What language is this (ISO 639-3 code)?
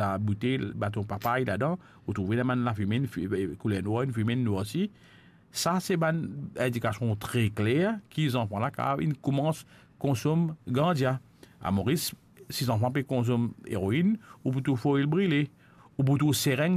mfe